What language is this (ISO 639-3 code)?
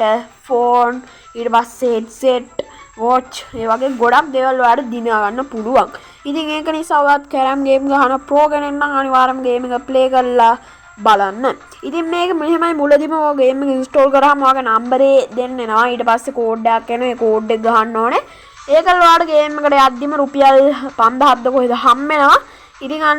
sin